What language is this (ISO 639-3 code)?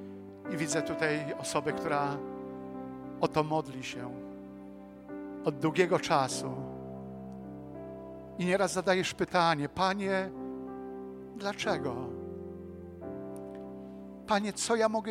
pol